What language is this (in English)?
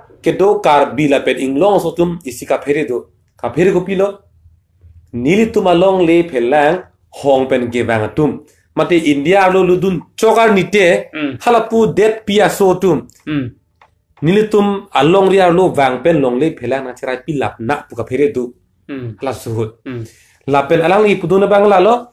Karbi